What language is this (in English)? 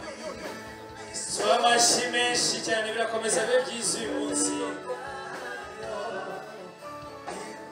Kinyarwanda